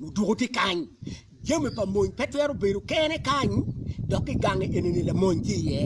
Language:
Acoli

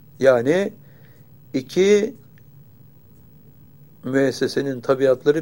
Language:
Turkish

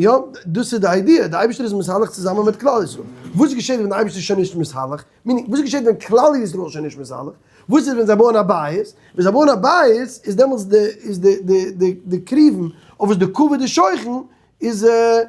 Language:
Yiddish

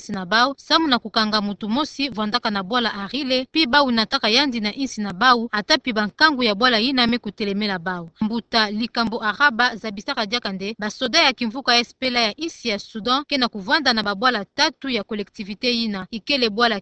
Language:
Kituba (Democratic Republic of Congo)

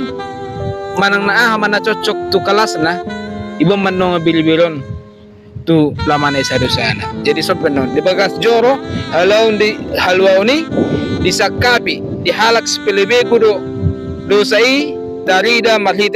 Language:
Batak Toba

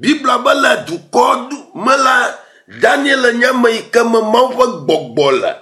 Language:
Ewe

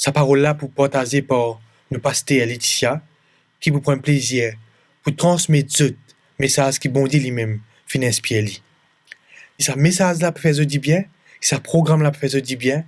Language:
Morisyen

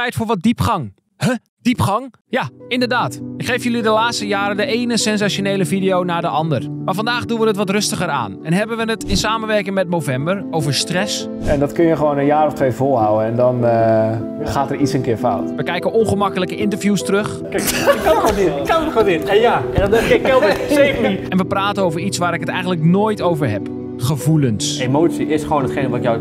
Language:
Dutch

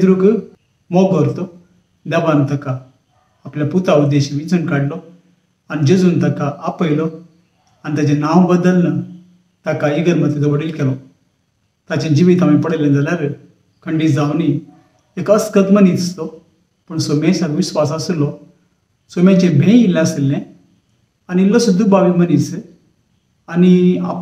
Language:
Konkani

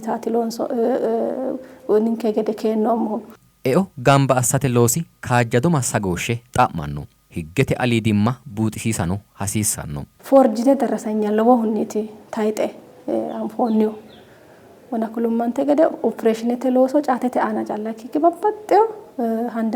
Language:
Sidamo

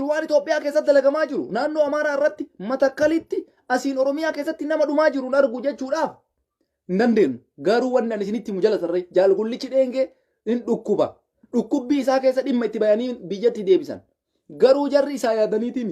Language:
Oromo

